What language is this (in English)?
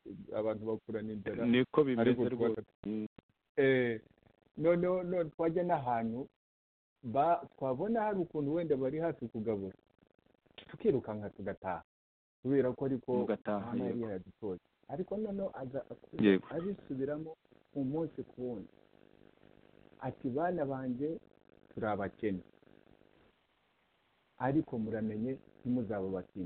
Kinyarwanda